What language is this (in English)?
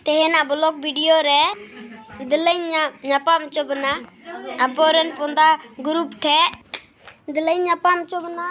Santali